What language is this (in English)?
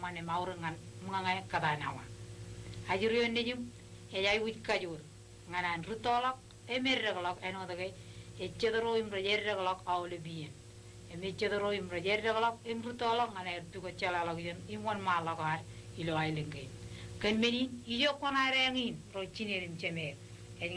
Marshallese